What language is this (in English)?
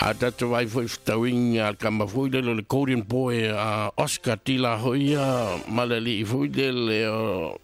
Samoan